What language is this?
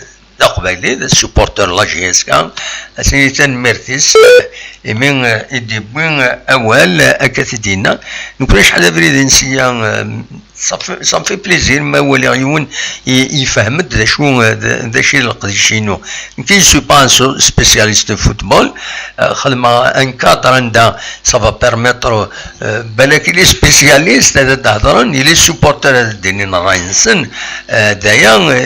Kabyle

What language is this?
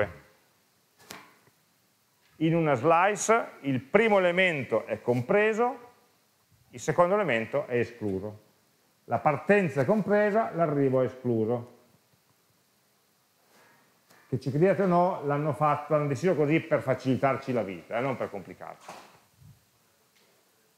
Italian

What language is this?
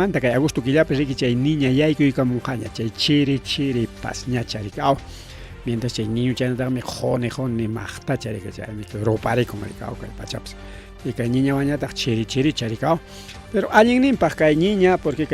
Ayacucho Quechua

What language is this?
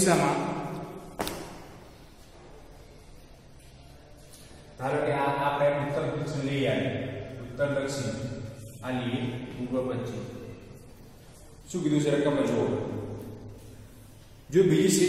Gujarati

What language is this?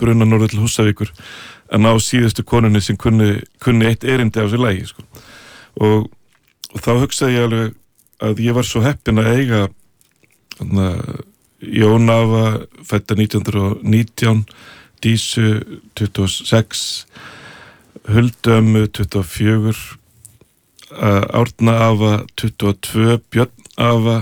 Icelandic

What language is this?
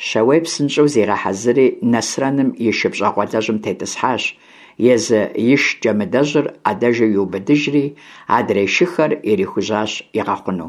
Kabardian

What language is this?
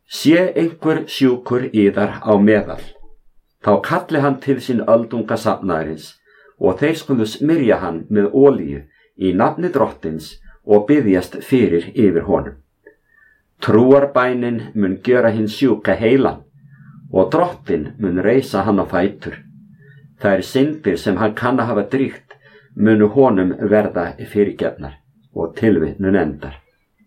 Icelandic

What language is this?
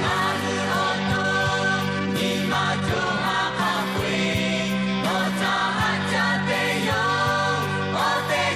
Lahu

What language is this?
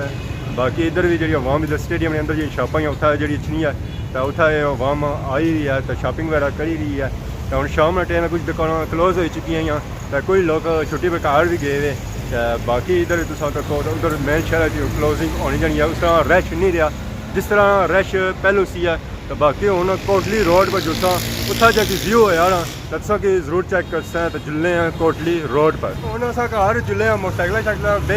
Pahari-Potwari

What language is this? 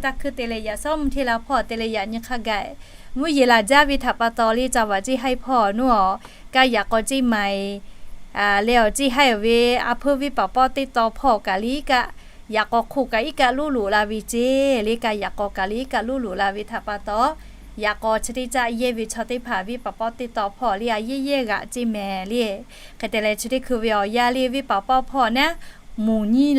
Lahu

